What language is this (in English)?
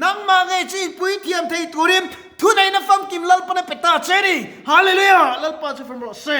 Mizo